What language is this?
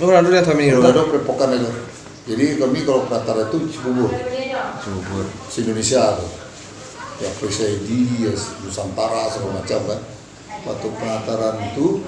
Minangkabau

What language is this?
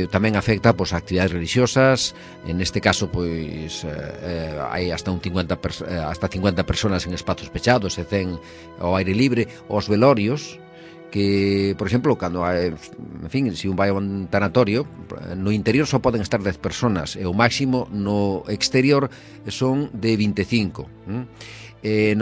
Galician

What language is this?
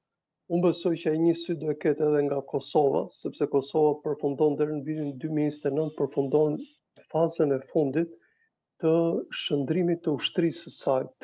Albanian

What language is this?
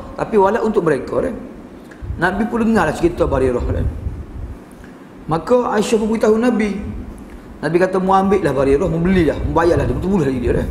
Malay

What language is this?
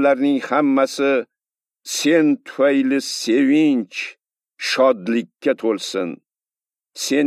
Uzbek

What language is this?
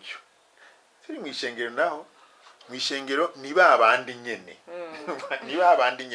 Rundi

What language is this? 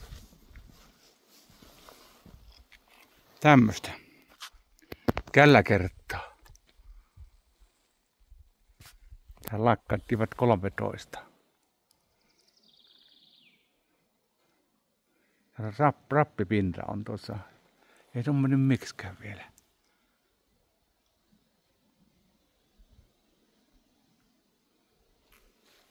Finnish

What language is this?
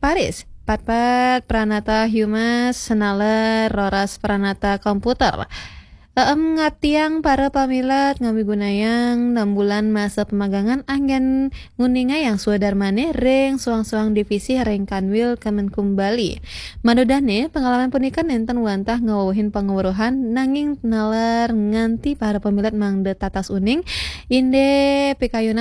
Balinese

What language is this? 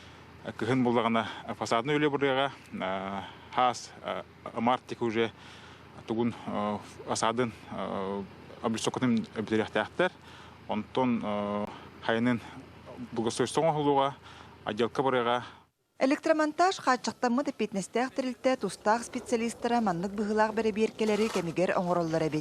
Yakut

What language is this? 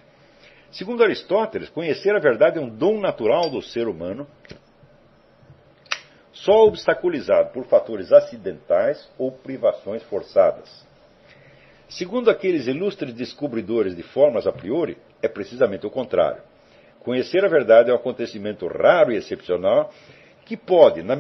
Portuguese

